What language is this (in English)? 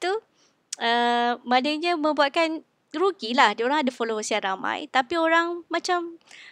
Malay